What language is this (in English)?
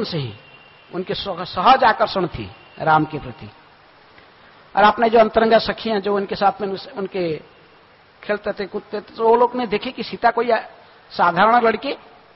Hindi